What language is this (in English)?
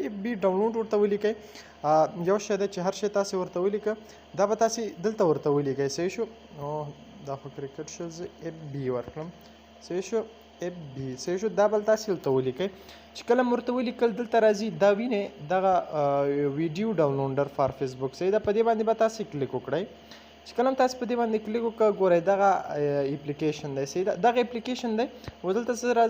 Pashto